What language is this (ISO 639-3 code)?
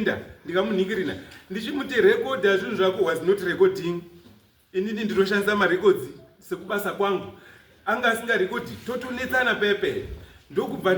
sna